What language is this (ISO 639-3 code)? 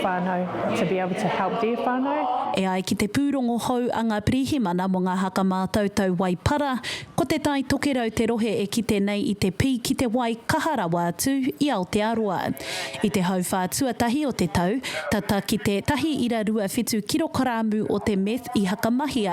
mri